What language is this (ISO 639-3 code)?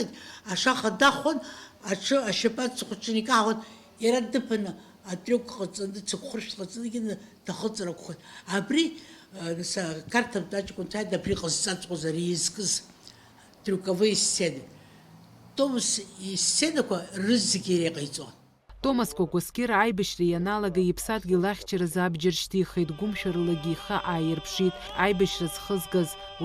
abk